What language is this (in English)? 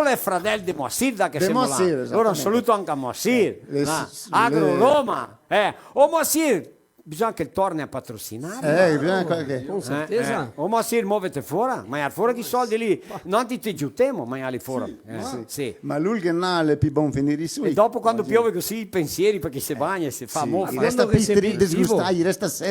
Venetian